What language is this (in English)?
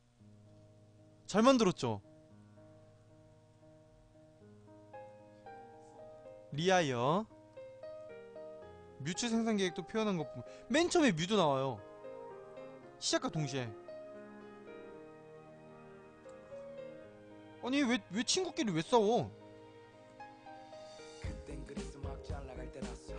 Korean